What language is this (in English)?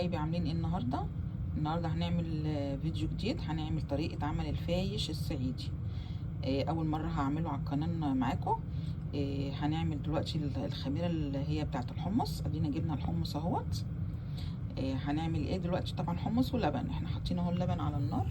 Egyptian Arabic